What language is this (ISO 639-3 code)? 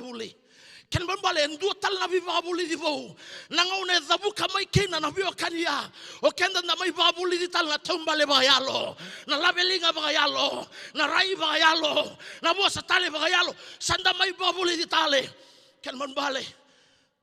fij